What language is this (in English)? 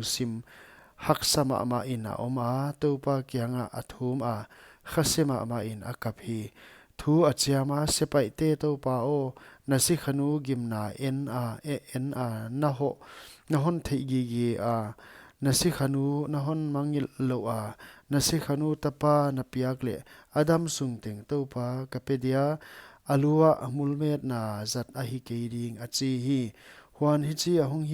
Paite Chin